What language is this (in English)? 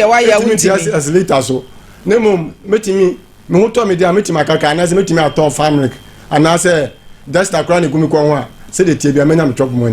Akan